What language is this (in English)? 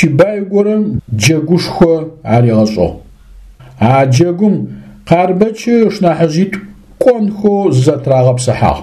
Adyghe